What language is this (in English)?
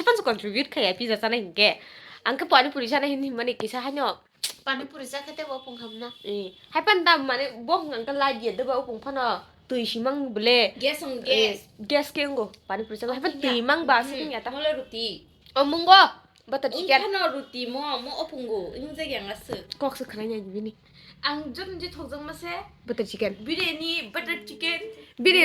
Kok Borok